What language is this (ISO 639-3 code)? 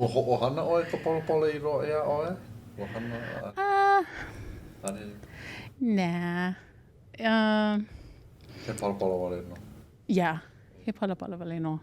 haw